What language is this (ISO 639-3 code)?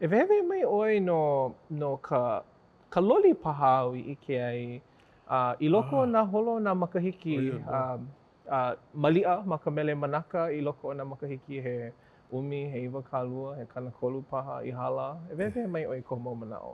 haw